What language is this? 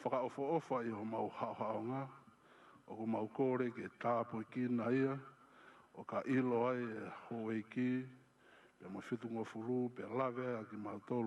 Tongan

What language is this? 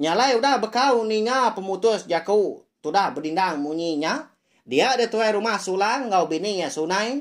Iban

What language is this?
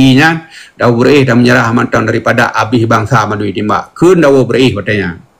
Achinese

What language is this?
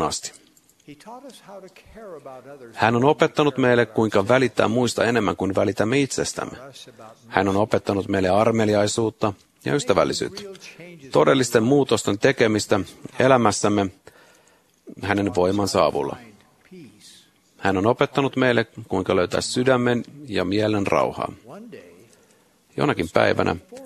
Finnish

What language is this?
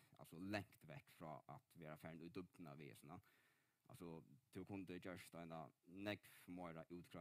Faroese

